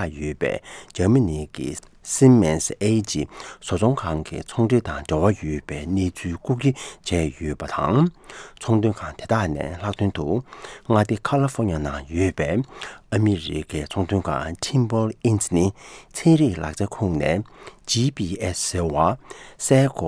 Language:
Tibetan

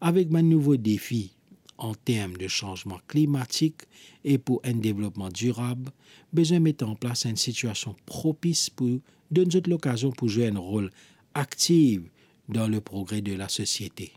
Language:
Morisyen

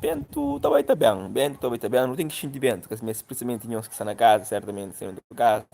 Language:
Kabuverdianu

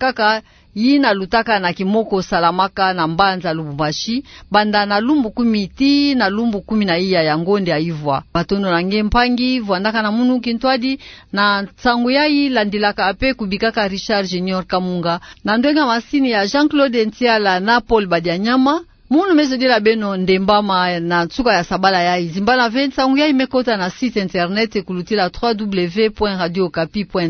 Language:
Kituba (Democratic Republic of Congo)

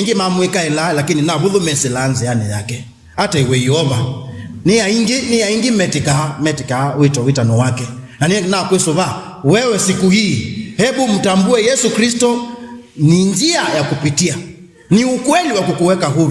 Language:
Kamba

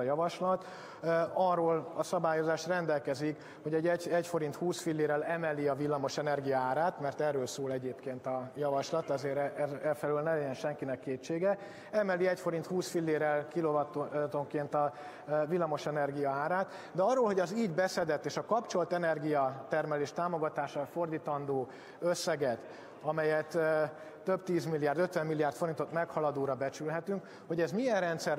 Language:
Hungarian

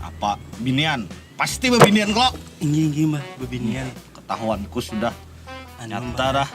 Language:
Banjar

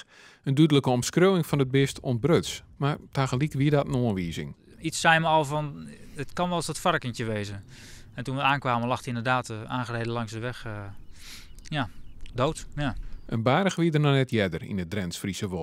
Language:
Western Frisian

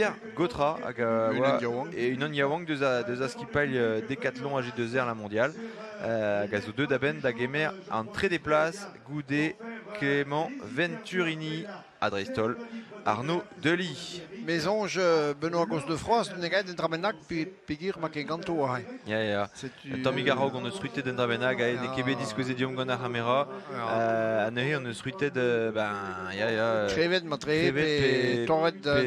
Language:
Breton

